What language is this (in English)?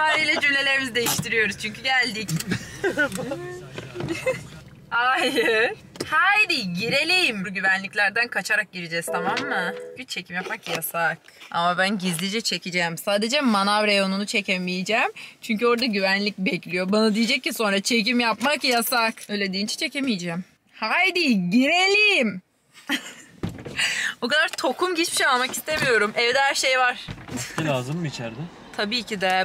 Turkish